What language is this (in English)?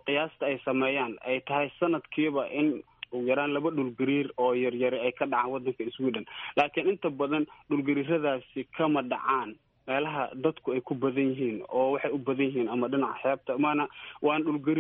Somali